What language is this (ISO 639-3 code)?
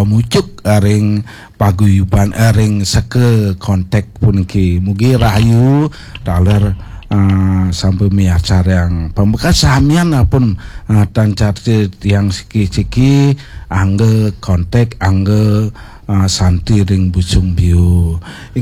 ban